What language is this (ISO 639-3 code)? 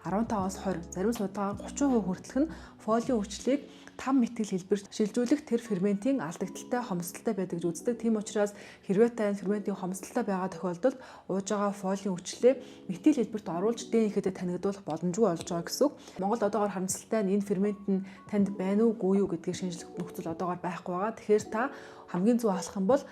mon